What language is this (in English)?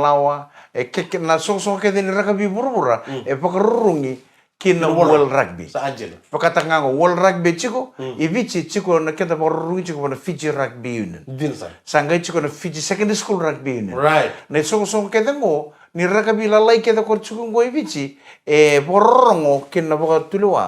Fijian